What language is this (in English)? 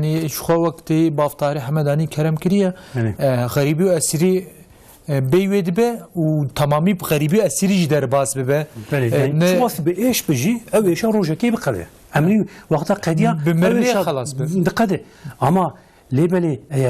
Kurdish